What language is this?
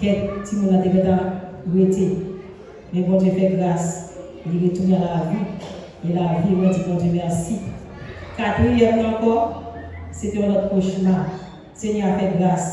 Haitian Creole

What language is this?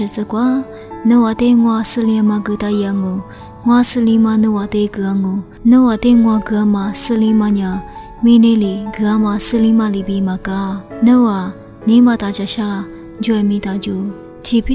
Lisu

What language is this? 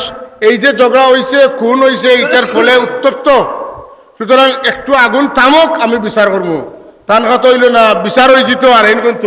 Sylheti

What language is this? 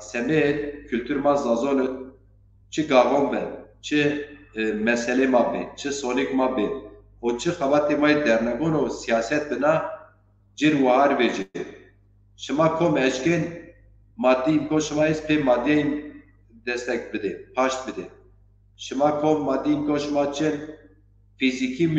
Zaza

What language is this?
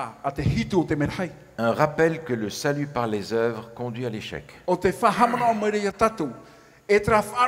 Tahitian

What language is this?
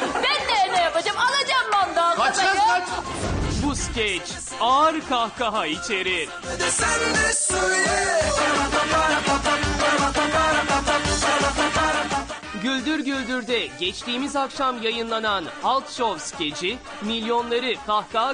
Turkish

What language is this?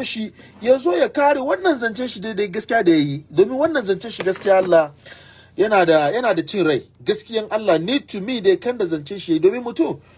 Hausa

